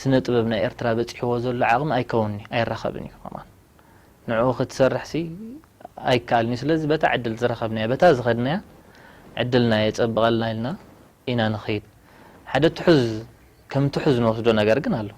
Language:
Tigrinya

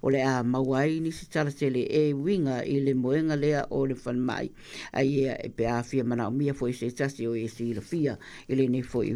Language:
Samoan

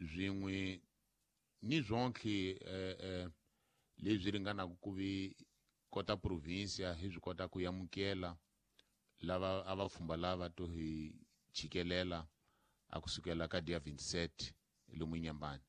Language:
Tsonga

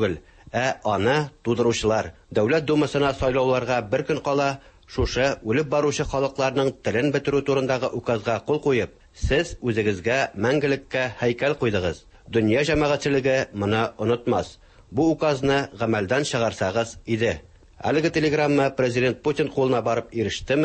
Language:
Tatar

